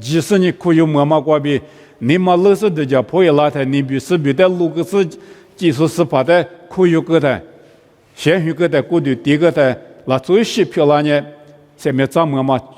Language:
Lisu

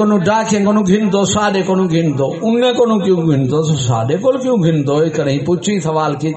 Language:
Saraiki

